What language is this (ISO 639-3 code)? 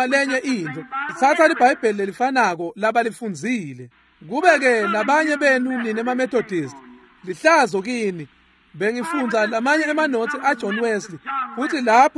ssw